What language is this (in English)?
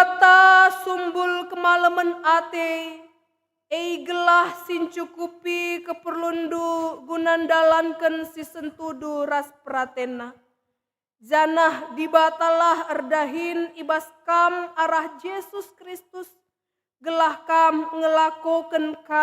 Batak Karo